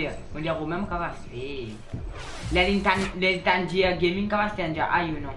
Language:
Morisyen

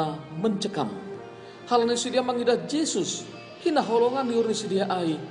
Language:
Batak Simalungun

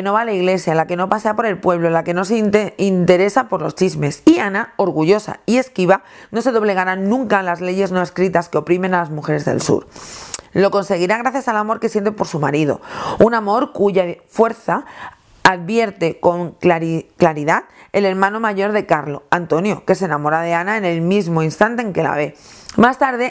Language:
Spanish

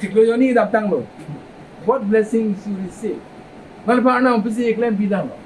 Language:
Karbi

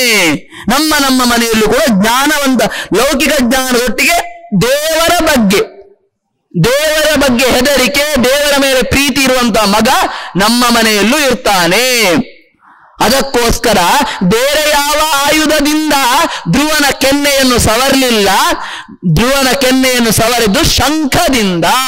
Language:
Kannada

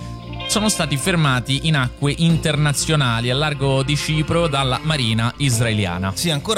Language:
Italian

